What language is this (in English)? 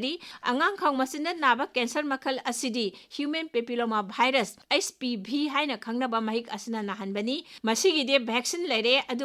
Manipuri